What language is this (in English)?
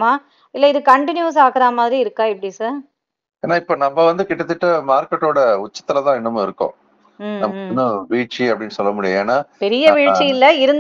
Tamil